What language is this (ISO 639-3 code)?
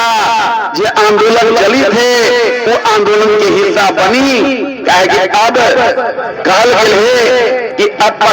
mag